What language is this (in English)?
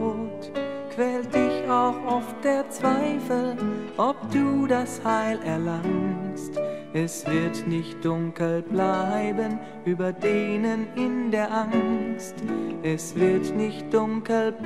German